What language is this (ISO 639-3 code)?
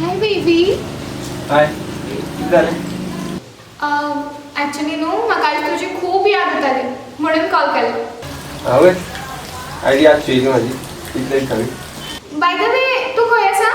kok